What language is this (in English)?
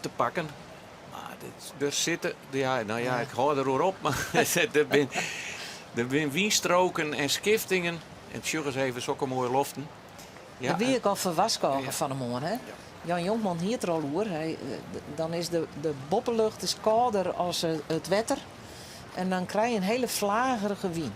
Western Frisian